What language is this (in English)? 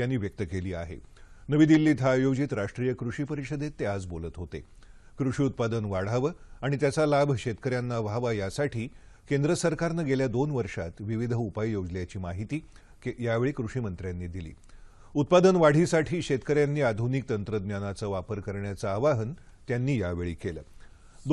Marathi